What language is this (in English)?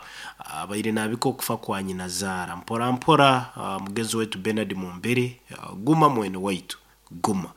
Nyoro